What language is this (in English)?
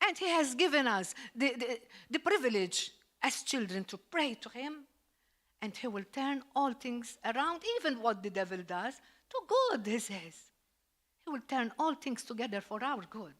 English